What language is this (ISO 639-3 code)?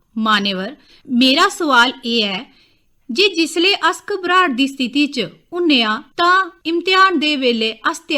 doi